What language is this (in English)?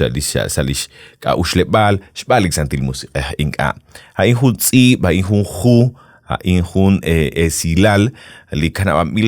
Kekchí